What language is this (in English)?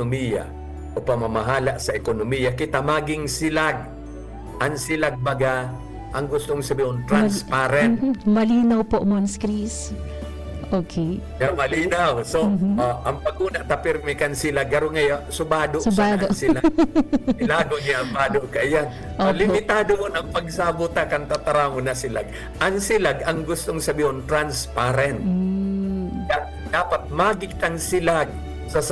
Bikol